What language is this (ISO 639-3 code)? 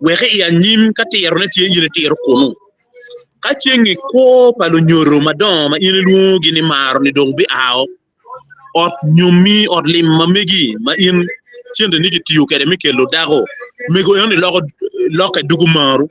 ach